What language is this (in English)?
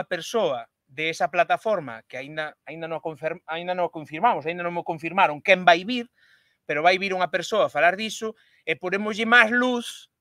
Galician